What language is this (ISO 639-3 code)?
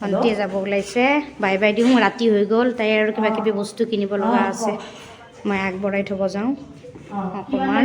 asm